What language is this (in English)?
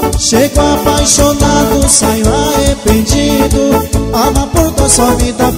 Portuguese